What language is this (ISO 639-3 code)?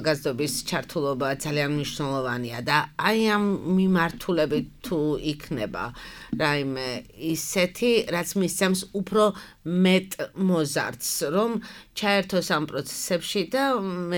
kat